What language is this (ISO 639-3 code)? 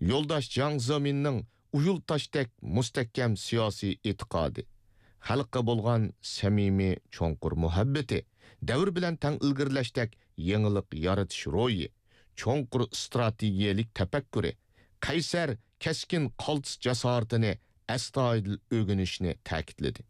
uig